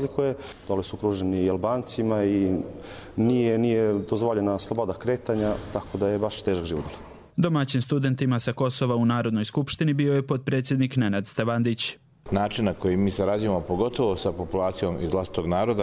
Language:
Croatian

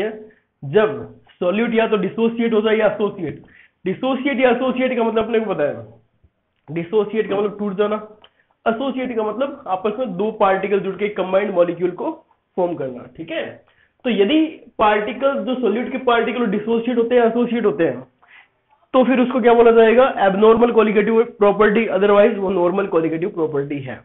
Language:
Hindi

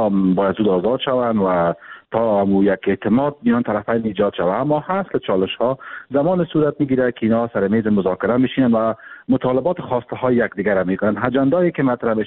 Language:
Persian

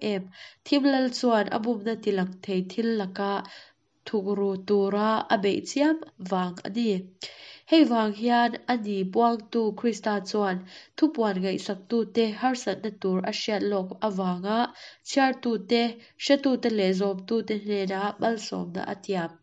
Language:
Mizo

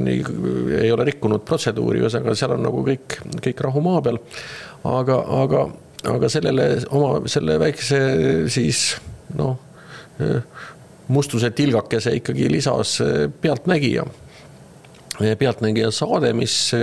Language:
Estonian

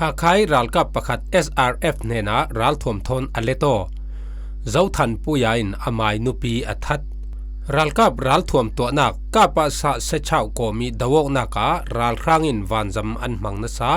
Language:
Falam Chin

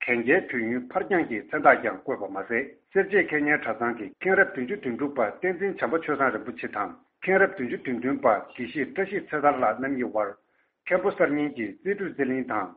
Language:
Tibetan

